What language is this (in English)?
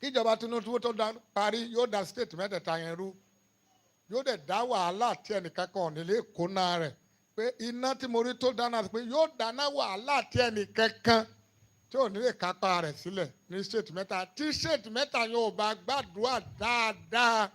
Yoruba